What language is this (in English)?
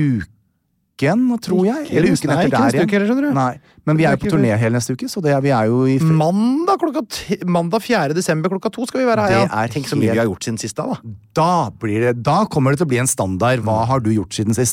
Norwegian